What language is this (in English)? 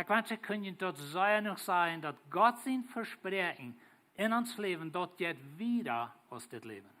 Plautdietsch